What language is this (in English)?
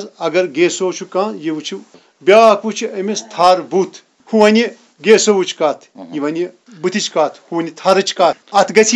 Kashmiri